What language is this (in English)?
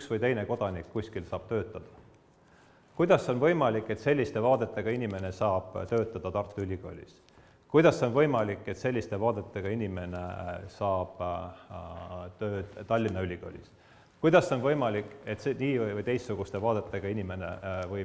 Estonian